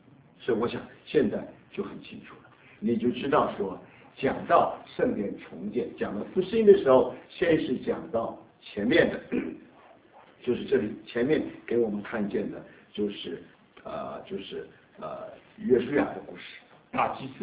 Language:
Chinese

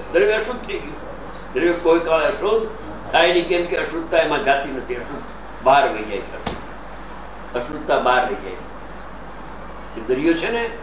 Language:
Gujarati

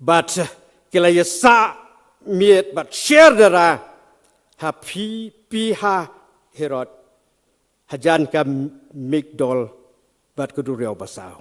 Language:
Khasi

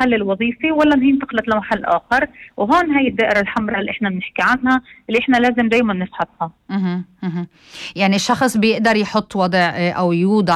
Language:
North Levantine Arabic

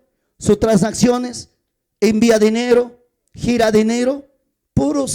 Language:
Ayacucho Quechua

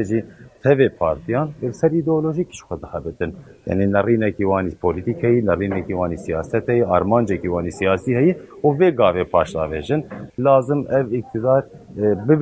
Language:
Kurdish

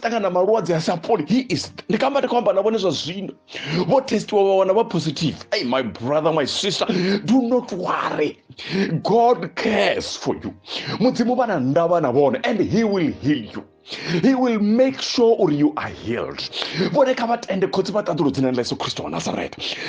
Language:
Venda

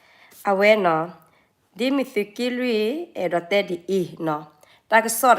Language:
S'gaw Karen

